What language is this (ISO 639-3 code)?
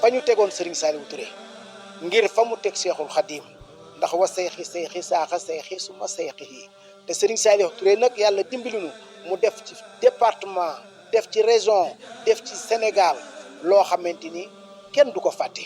wol